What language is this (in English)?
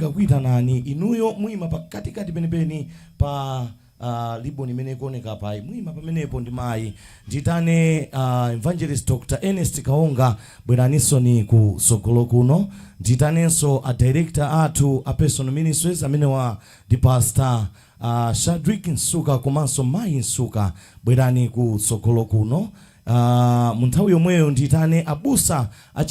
Nyanja